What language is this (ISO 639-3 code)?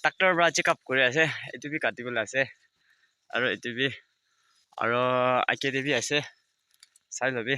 nag